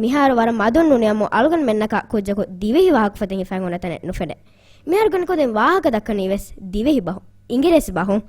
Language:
Divehi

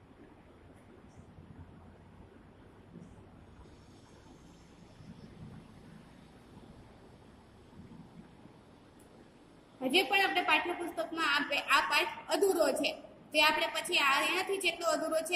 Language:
Gujarati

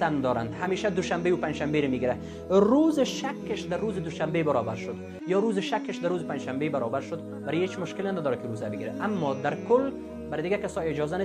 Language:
Persian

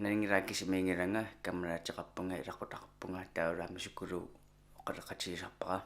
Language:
Kalaallisut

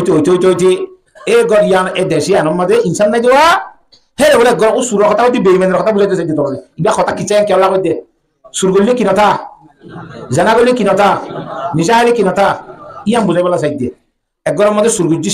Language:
Rohingya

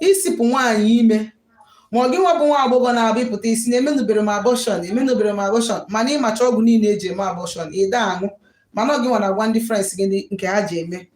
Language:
Igbo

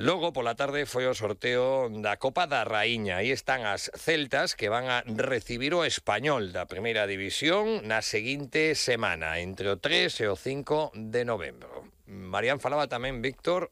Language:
Galician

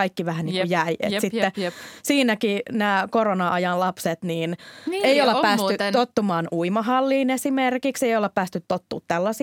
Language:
Finnish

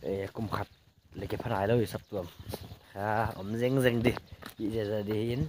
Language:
Paite Chin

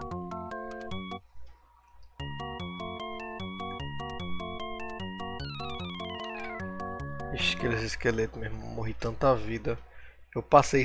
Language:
Portuguese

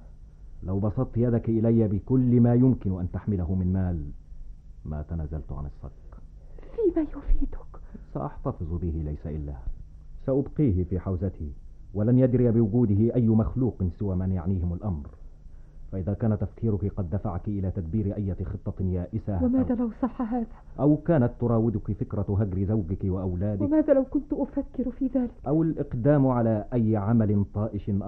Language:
Arabic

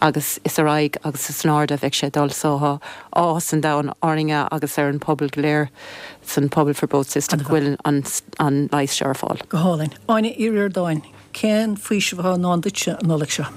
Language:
Irish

